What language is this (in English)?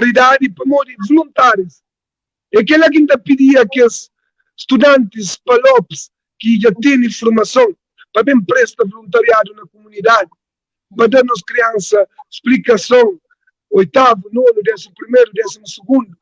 Kabuverdianu